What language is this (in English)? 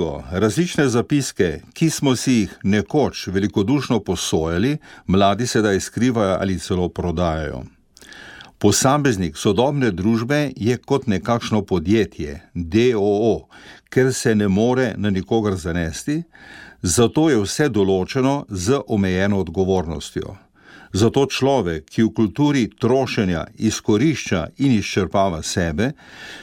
Slovenian